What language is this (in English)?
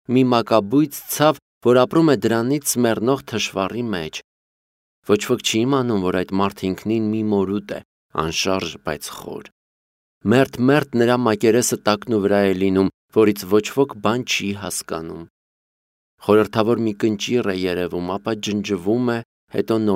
Armenian